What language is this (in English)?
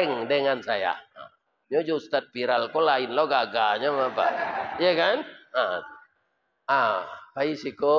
Minangkabau